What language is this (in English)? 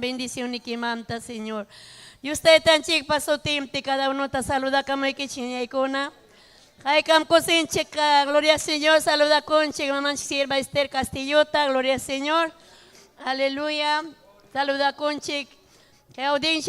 Ayacucho Quechua